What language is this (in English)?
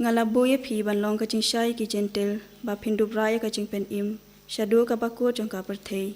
Khasi